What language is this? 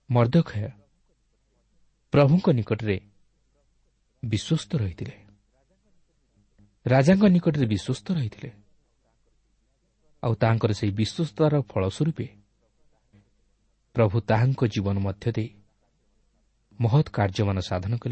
Odia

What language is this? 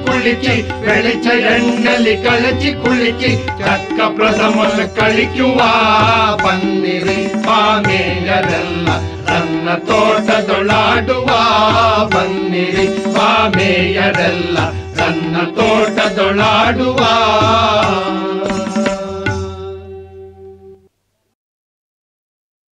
Kannada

